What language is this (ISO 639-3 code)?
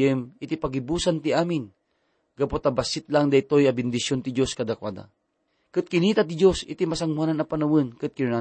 ilo